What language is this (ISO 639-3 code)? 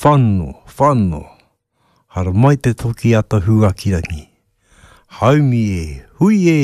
mri